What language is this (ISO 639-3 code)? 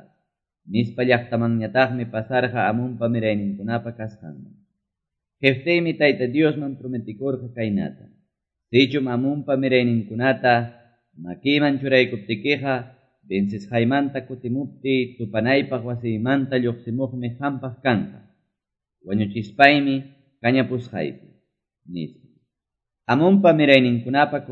que